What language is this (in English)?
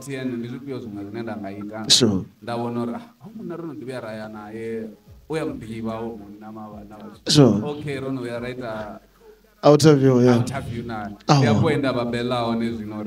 Venda